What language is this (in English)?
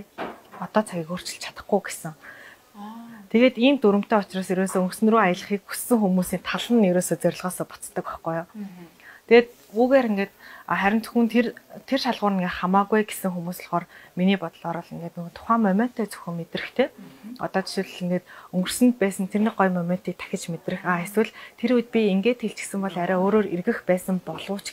Mongolian